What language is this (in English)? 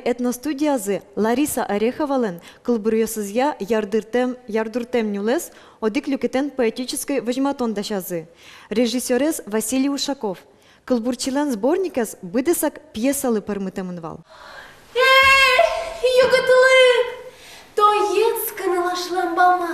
Udmurt